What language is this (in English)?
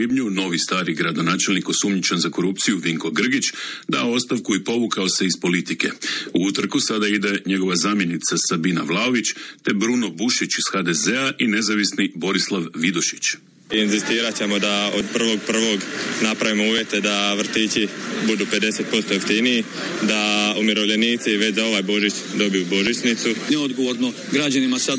Croatian